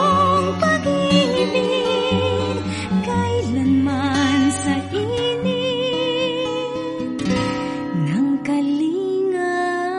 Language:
Filipino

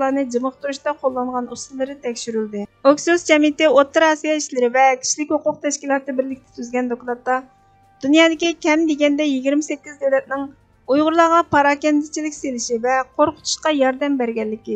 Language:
Uyghur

